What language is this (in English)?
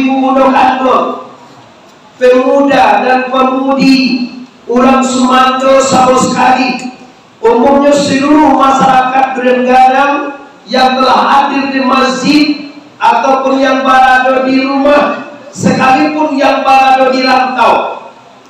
Minangkabau